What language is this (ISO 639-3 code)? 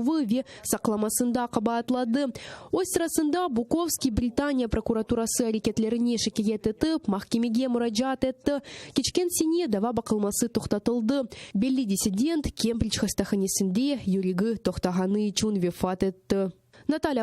crh